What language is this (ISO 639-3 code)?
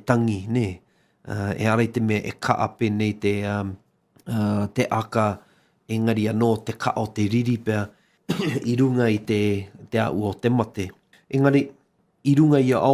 mri